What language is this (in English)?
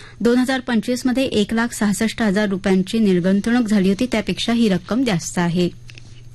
Marathi